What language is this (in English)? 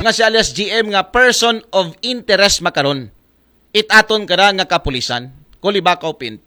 Aklanon